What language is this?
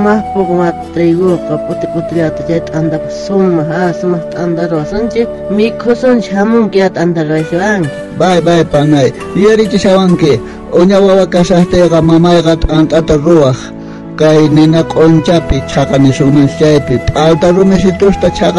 South Bolivian Quechua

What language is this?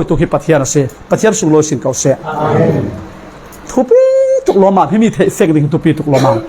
Falam Chin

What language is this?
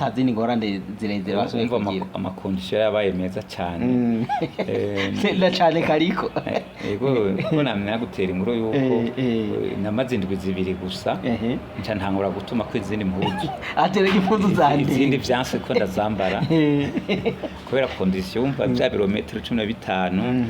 Rundi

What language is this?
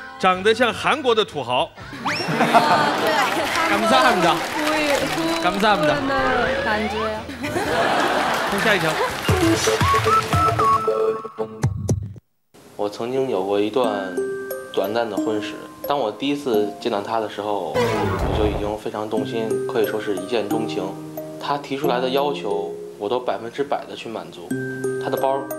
Chinese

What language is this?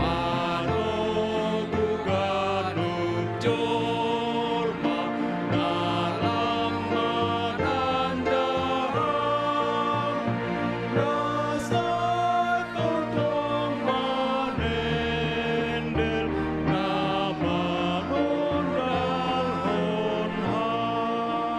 Batak Simalungun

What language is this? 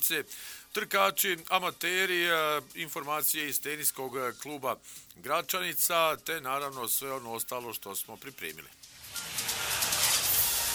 Bosnian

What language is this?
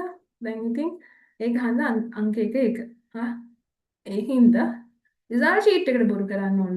Sinhala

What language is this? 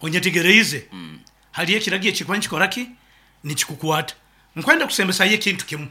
Nyoro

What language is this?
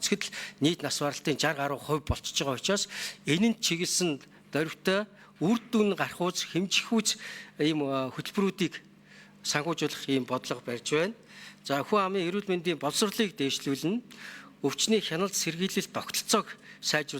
Mongolian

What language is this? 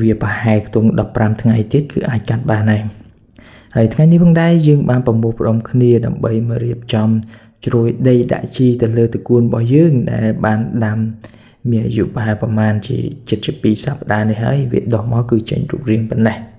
Khmer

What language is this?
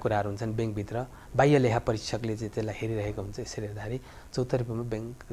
Nepali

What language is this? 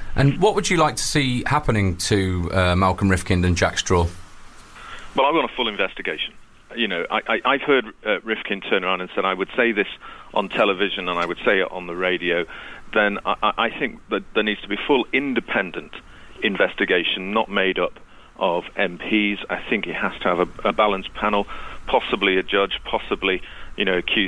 English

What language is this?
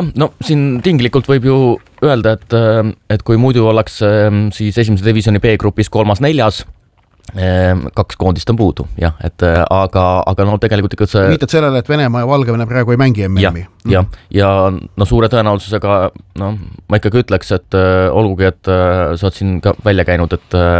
Estonian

